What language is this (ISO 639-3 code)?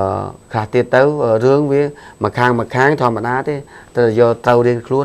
khm